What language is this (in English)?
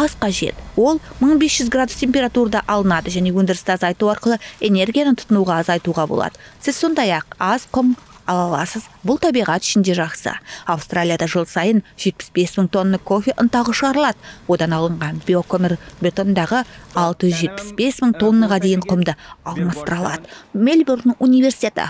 Kazakh